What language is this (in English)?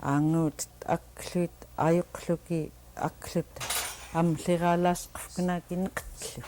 Central Yupik